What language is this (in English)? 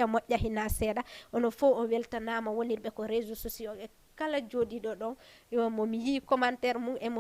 Fula